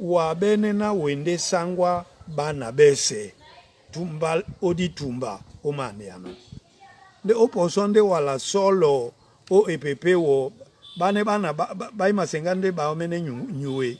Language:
Duala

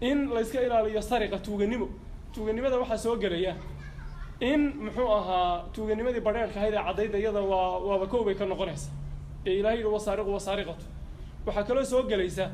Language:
Somali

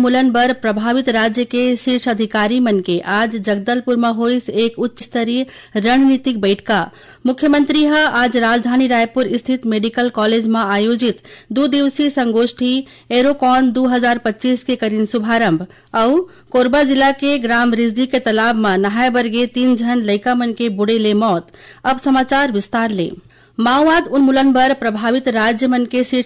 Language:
Chhattisgarhi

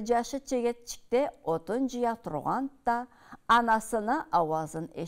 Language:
Karachay-Balkar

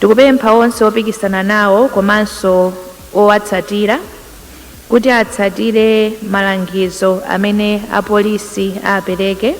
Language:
Nyanja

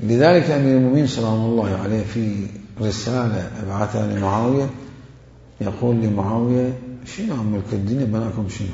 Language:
Mesopotamian Arabic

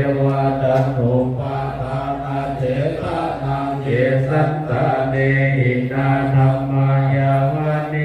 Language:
Pali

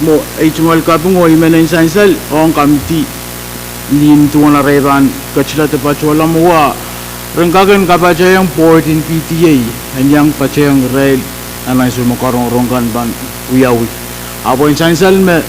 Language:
Pohnpeian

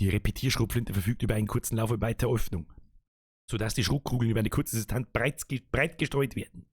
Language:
Bavarian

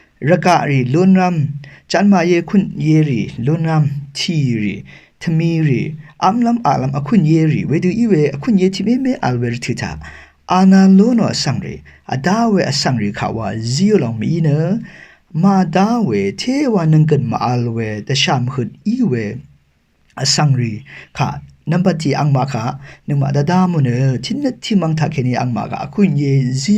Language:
Rawang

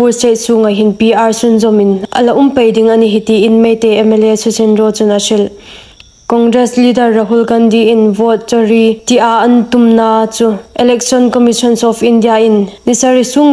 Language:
Hmar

